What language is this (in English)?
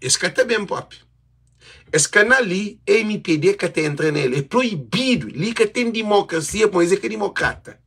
Kabuverdianu